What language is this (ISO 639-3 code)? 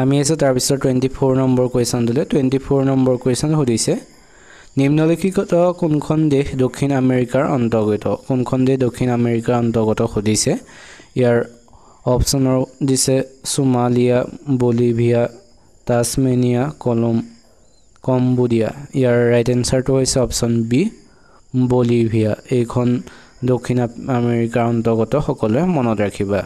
asm